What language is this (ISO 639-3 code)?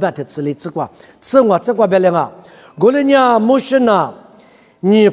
lis